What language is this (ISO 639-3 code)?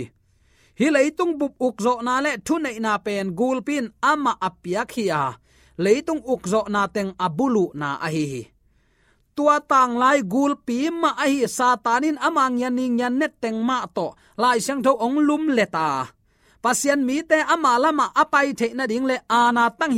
ctd